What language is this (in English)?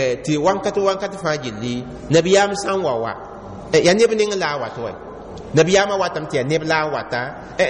Mossi